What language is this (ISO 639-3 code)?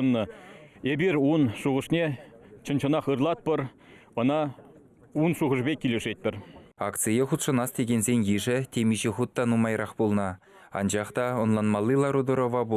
chv